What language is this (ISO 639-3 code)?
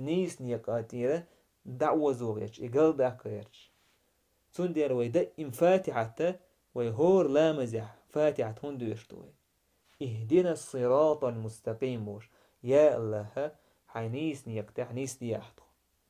che